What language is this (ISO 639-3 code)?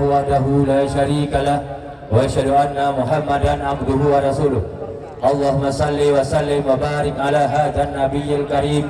ace